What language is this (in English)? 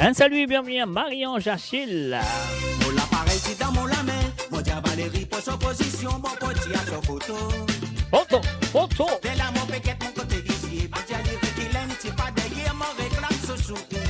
Morisyen